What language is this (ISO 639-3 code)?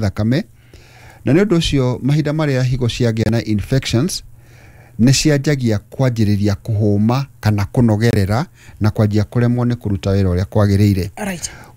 kik